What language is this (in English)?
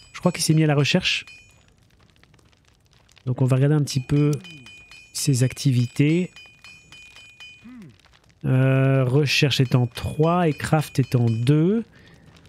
French